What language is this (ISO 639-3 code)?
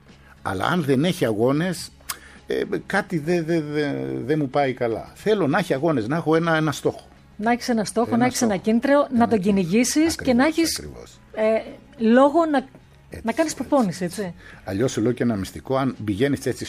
ell